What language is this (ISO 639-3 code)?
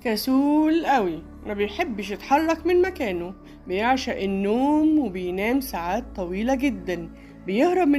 arz